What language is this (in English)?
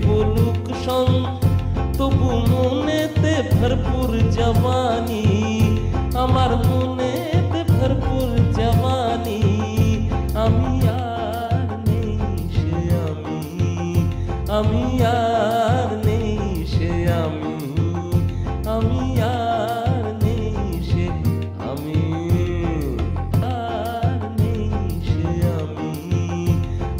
Bangla